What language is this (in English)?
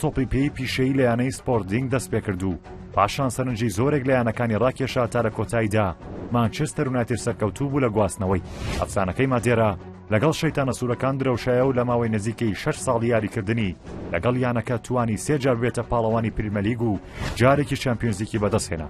Central Kurdish